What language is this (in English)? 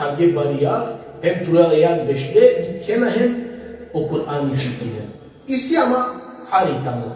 Balkan Romani